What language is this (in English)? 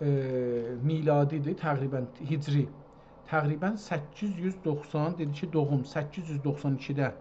South Azerbaijani